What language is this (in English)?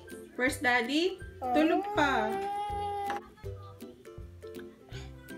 Filipino